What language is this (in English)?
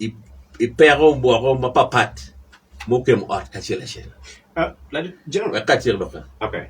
Acoli